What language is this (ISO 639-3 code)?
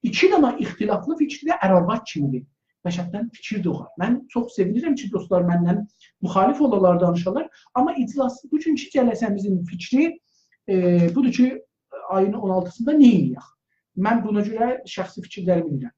azb